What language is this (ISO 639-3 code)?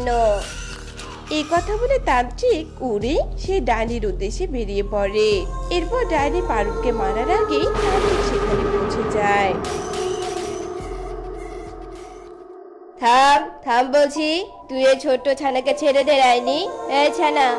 ben